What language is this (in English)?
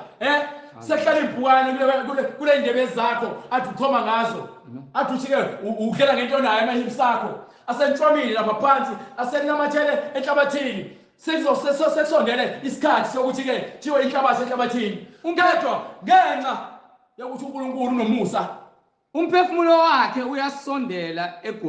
Zulu